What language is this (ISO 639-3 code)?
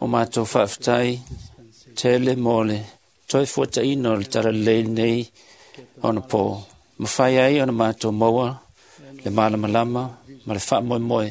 smo